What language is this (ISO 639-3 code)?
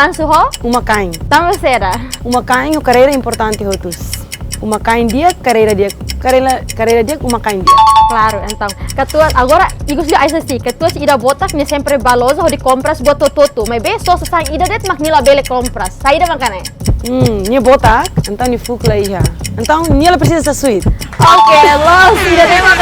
tet